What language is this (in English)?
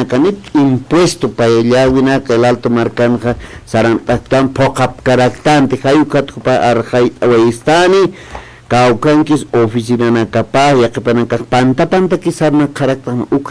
Aymara